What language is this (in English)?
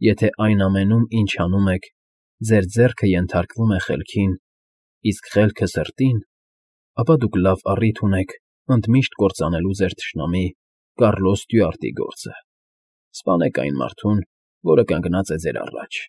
Armenian